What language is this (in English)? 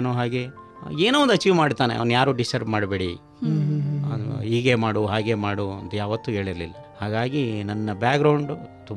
Kannada